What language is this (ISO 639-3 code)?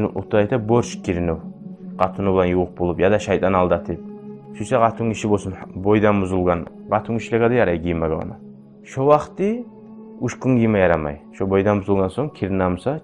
kum